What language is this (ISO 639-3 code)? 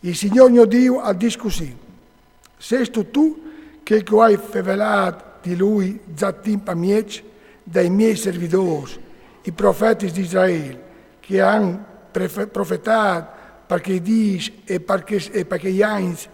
fur